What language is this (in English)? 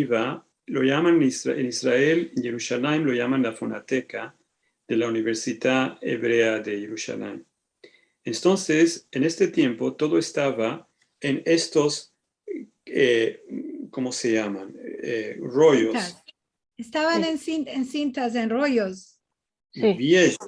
Ladino